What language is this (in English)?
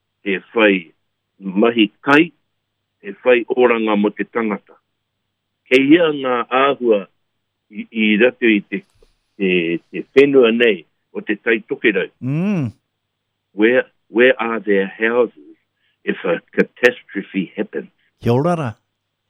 Māori